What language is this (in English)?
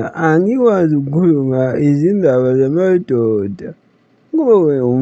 Zulu